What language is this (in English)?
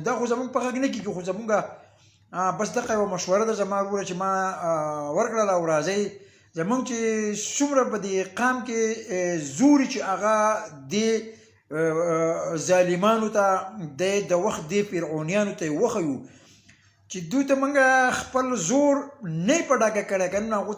Pashto